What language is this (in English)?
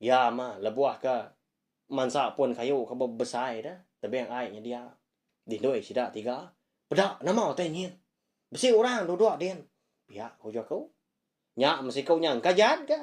Iban